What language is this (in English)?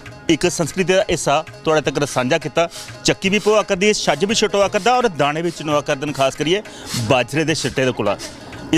Dogri